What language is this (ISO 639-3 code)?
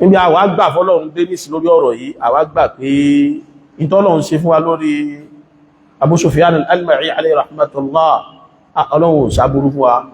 yor